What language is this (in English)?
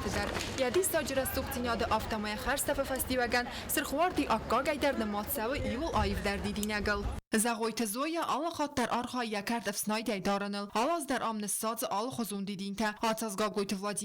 Ossetic